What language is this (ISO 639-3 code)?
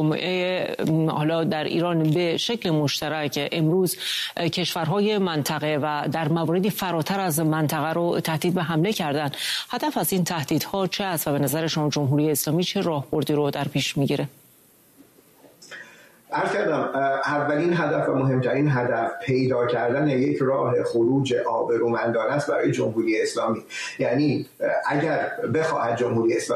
fas